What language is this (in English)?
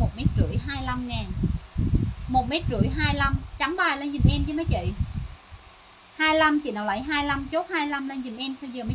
Vietnamese